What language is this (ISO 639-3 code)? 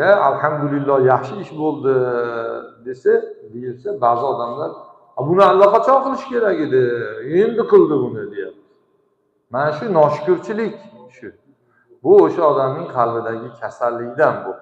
uzb